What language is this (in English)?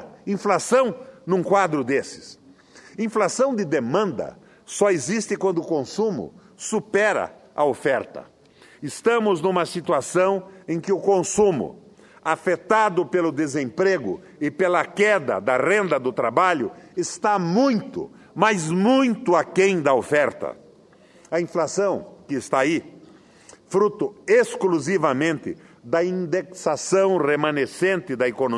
Portuguese